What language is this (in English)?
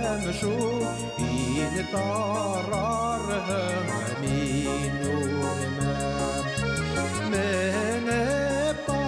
Bashkir